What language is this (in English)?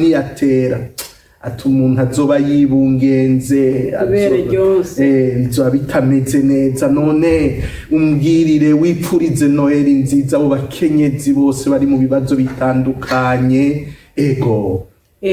Rundi